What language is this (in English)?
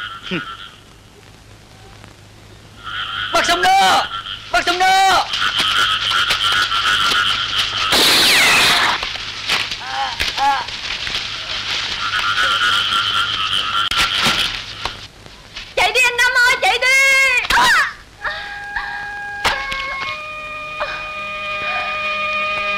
Vietnamese